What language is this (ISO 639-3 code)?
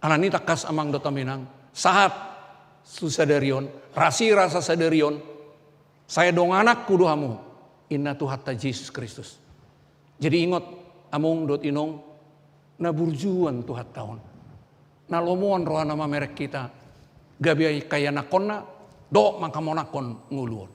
bbc